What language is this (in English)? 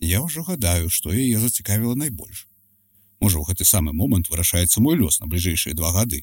Belarusian